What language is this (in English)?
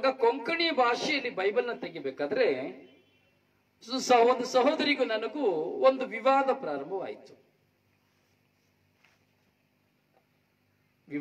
Kannada